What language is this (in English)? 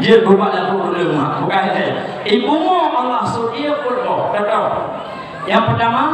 Achinese